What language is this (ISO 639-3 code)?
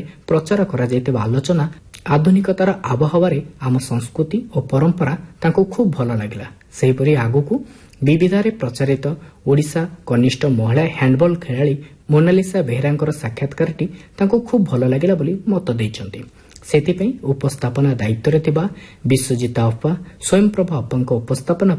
ori